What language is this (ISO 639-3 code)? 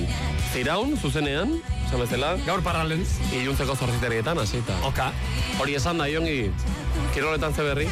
eus